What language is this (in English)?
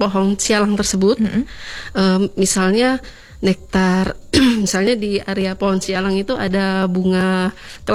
Indonesian